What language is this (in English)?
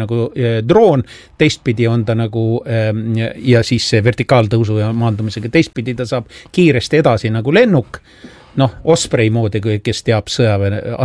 Estonian